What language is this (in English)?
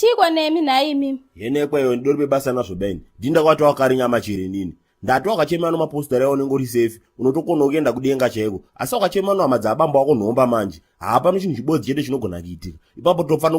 Shona